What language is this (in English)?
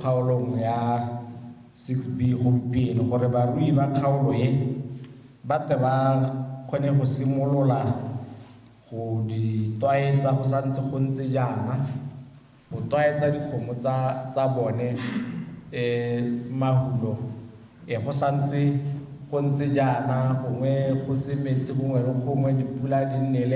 Tswana